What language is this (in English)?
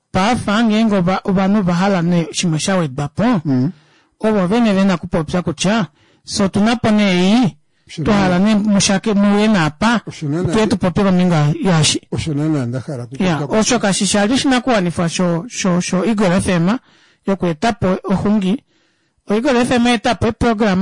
Kuanyama